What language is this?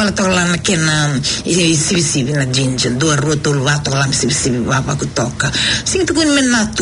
Fijian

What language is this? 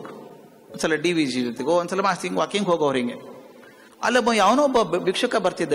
Kannada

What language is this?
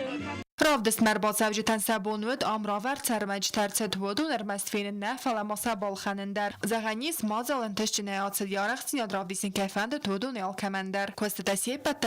Ossetic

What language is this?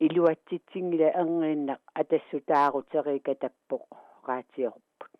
Kalaallisut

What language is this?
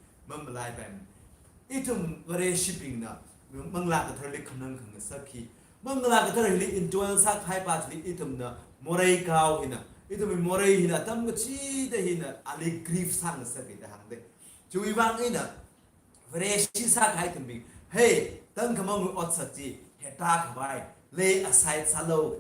Tangkhul Naga (India)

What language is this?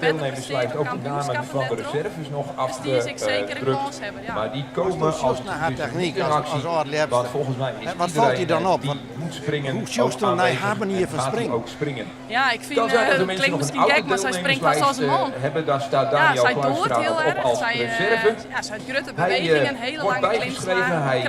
Western Frisian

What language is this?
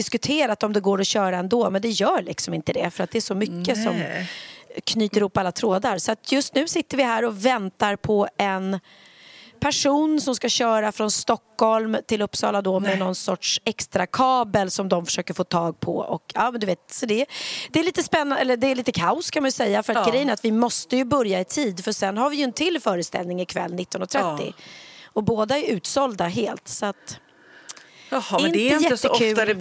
Swedish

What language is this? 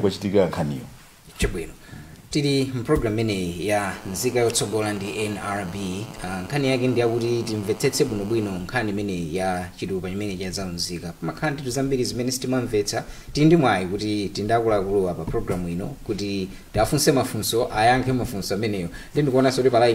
Nyanja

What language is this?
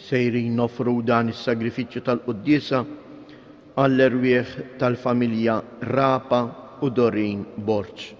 Maltese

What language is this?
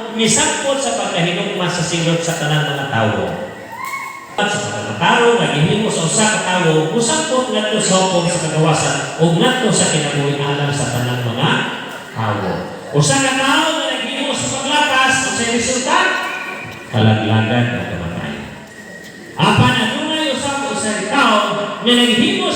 Cebuano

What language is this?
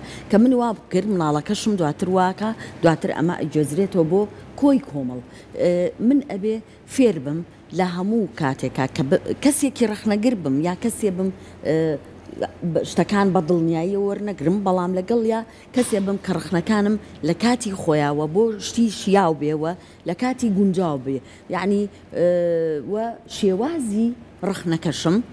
Central Kurdish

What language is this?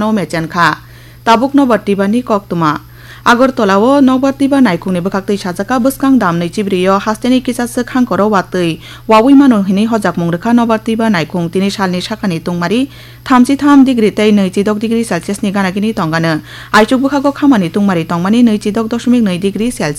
Kok Borok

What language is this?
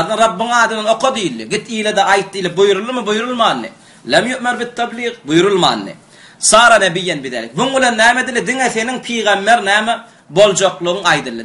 Turkmen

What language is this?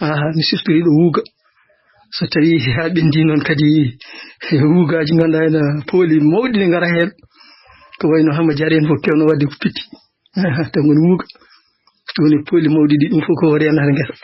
Fula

